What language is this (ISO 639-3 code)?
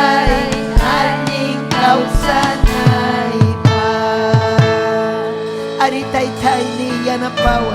quy